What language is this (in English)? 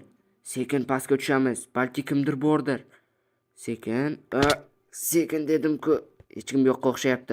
Uzbek